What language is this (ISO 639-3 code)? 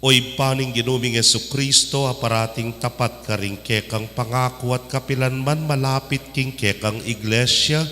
pam